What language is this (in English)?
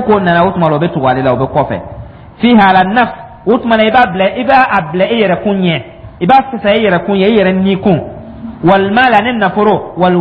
Dyula